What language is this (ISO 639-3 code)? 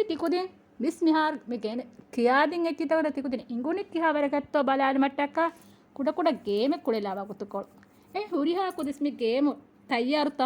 div